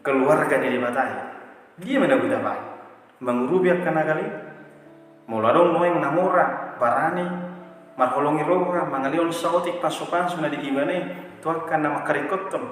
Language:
Batak Toba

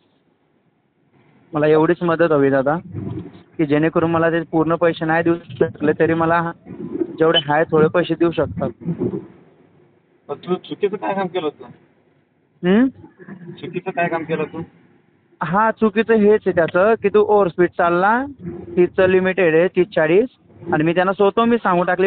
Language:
Marathi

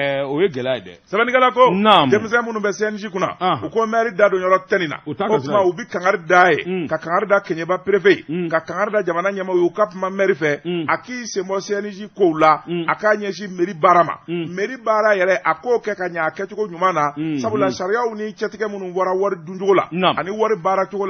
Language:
Bambara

